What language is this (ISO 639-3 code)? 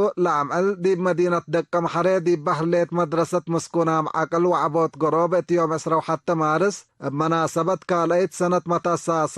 tig